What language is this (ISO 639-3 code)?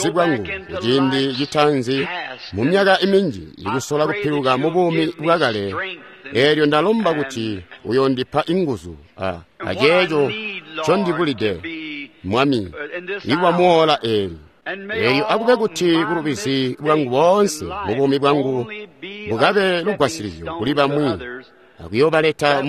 toi